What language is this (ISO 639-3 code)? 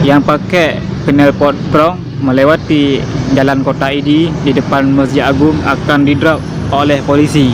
ace